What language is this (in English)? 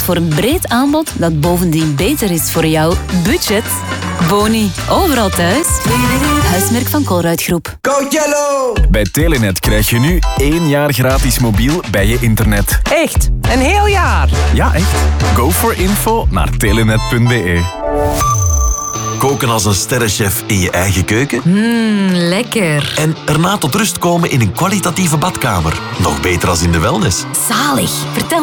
Dutch